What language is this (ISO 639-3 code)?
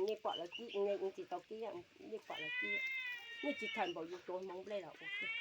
hmn